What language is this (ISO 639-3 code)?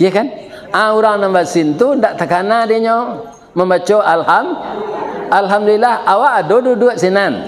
min